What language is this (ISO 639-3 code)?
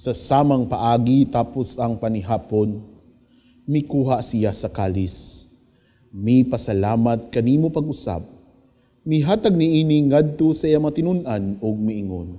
ceb